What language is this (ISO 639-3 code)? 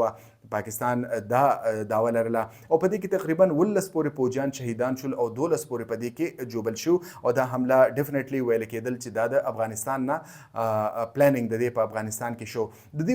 pus